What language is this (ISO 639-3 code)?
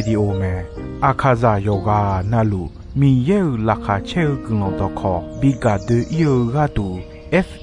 ahk